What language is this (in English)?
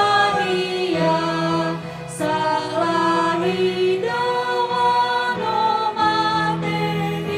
Nias